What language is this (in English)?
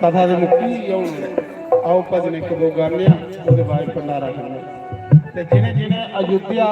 Dogri